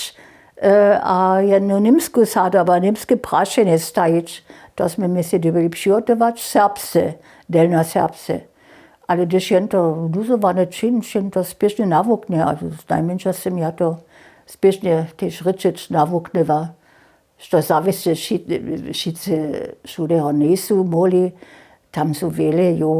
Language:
Upper Sorbian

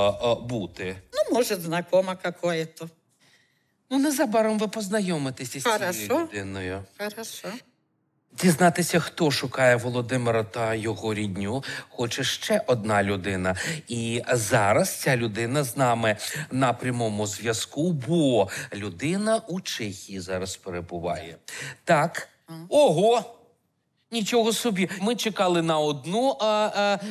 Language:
Ukrainian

